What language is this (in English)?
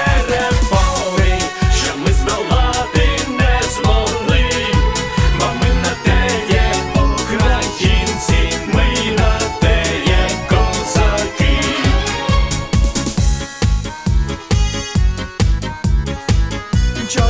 Ukrainian